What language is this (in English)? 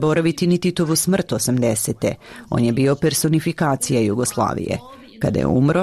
Serbian